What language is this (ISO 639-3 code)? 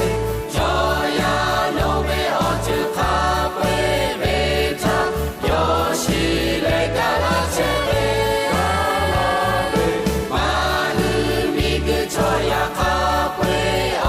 lhu